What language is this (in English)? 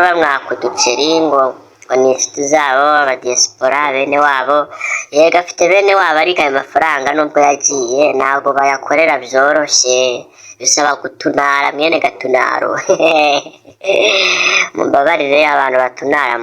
Kinyarwanda